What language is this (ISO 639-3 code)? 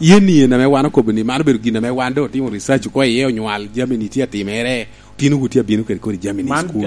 laj